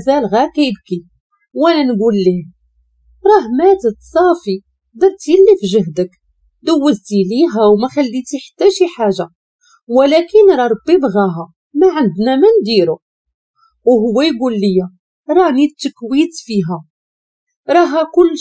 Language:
Moroccan Arabic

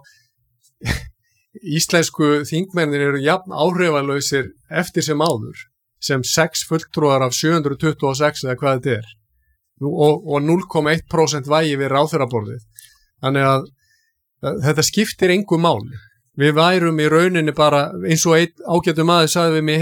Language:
Icelandic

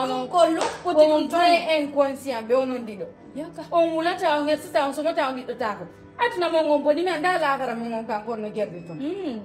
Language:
Fula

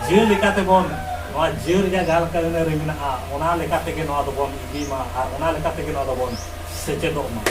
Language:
Santali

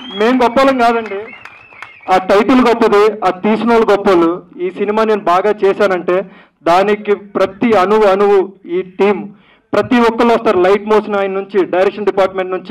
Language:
Telugu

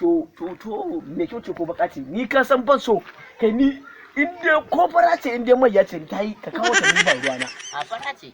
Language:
Hausa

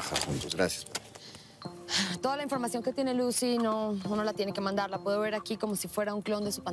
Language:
Spanish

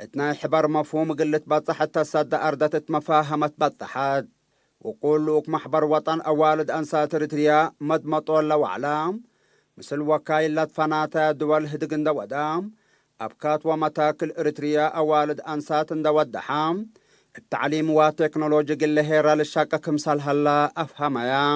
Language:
Tigre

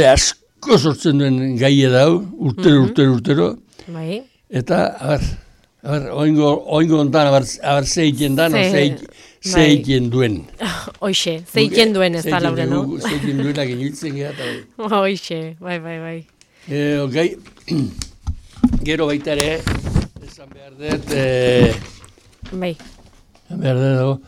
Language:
Basque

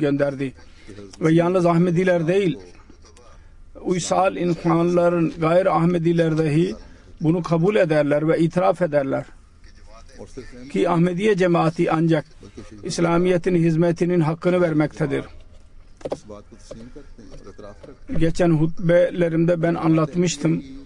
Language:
Turkish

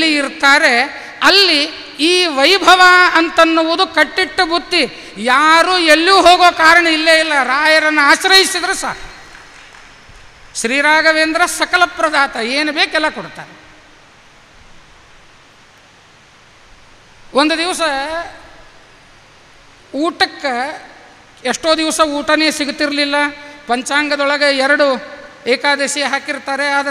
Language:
Kannada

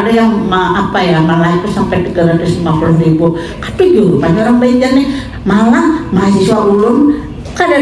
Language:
Banjar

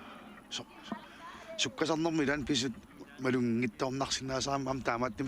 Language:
Kalaallisut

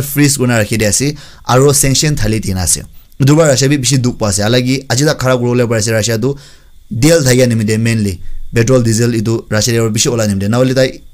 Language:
Naga Pidgin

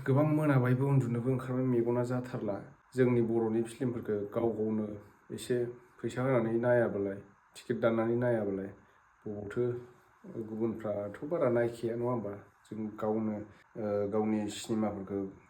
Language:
Bodo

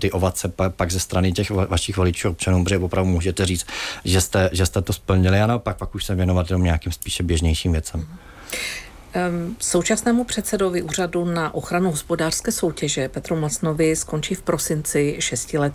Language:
Czech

